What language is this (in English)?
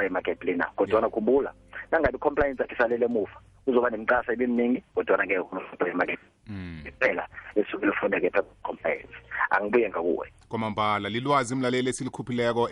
South Ndebele